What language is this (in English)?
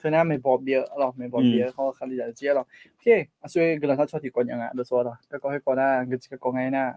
Akha